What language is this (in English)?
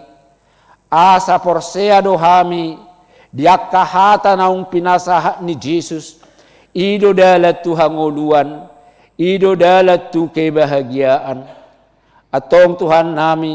Batak Toba